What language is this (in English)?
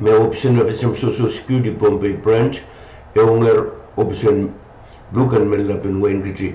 Pohnpeian